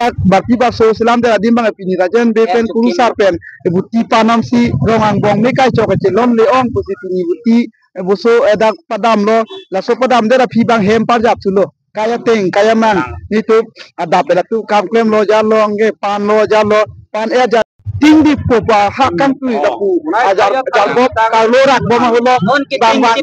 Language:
Karbi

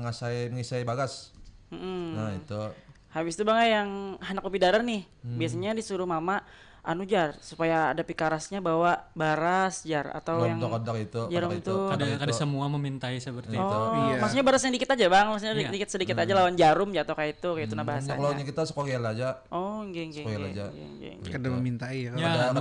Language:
Banjar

